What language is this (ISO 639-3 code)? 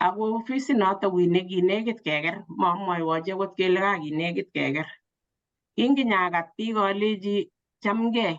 kln